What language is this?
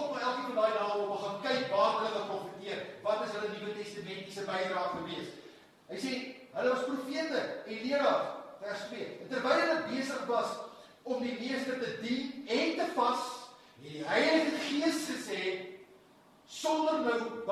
Afrikaans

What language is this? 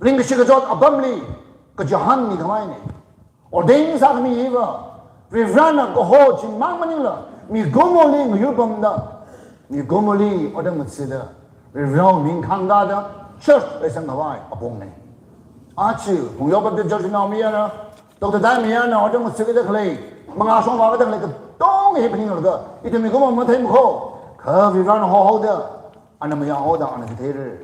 Tangkhul Naga (India)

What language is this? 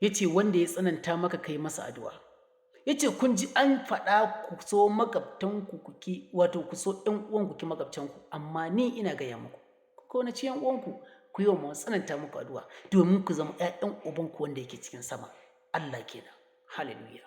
Hausa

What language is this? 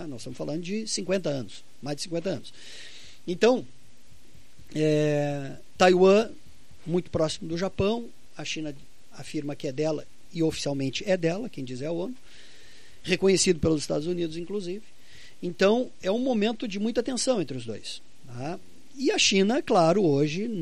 Portuguese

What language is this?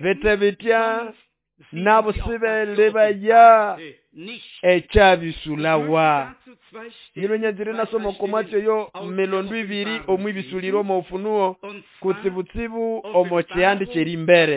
Nande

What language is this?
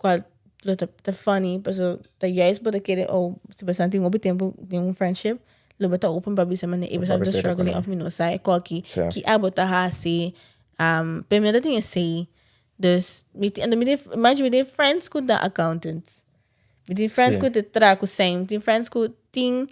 Papiamento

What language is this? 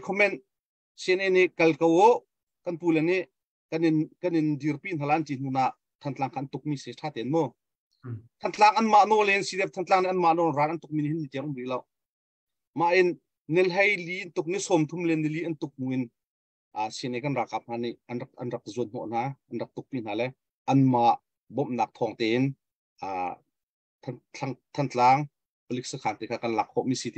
Hakha Chin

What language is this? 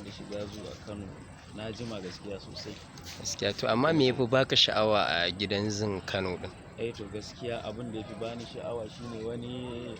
Hausa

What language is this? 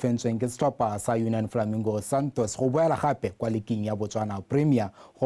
Tswana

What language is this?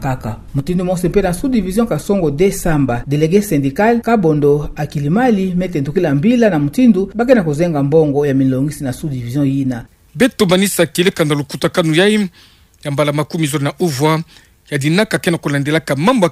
Kituba (Democratic Republic of Congo)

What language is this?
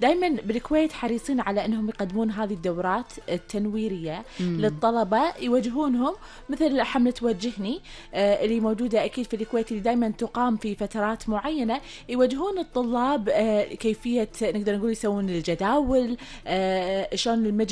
Gulf Arabic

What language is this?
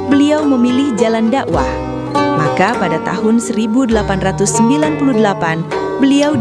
Banjar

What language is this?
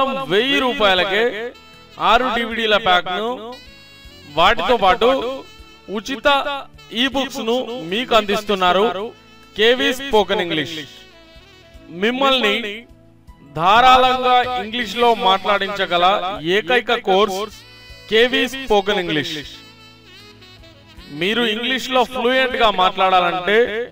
Telugu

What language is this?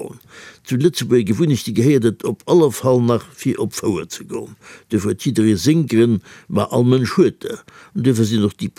Luxembourgish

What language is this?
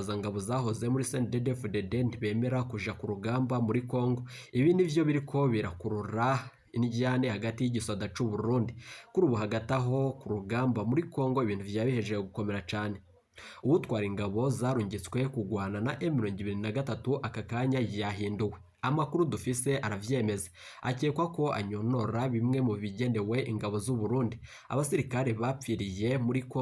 Rundi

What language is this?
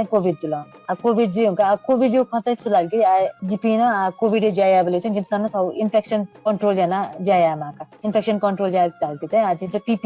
Newari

